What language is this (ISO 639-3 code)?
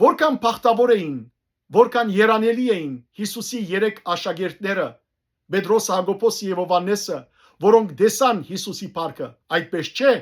hyw